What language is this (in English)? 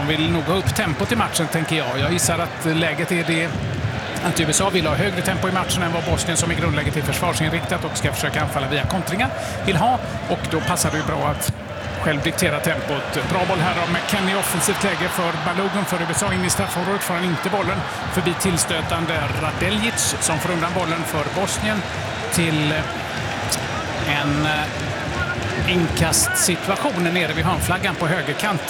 Swedish